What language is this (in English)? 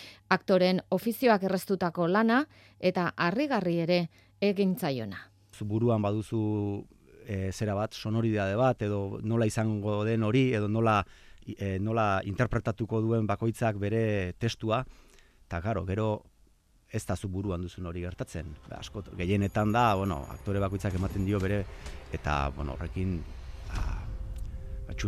Basque